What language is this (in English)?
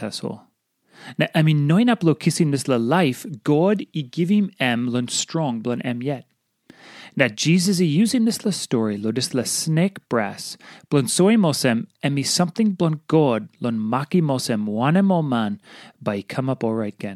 Tok Pisin